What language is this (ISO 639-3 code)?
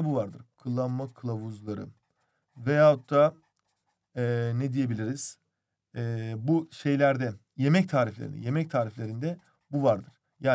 tur